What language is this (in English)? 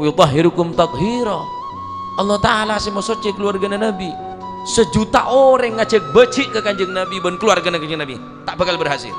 Madurese